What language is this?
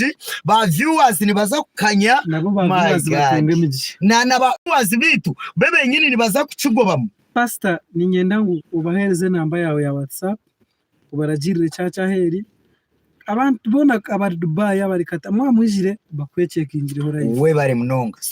Nyankole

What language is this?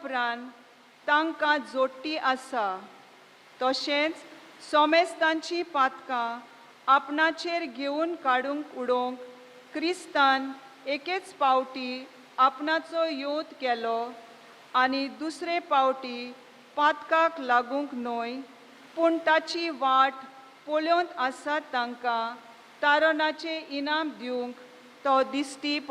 Konkani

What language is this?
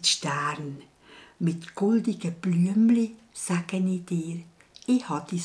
Swiss German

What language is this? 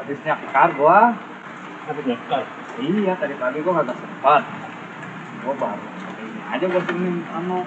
Betawi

